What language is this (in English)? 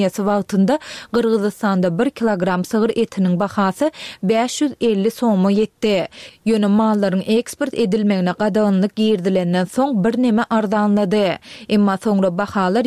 Turkmen